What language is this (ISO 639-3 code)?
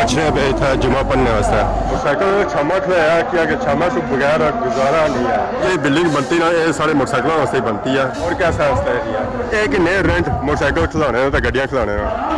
phr